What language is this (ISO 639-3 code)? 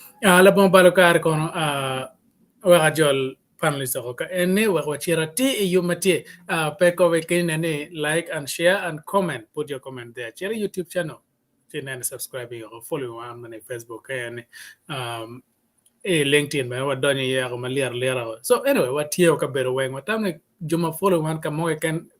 ach